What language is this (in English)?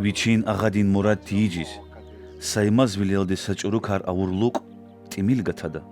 Lezghian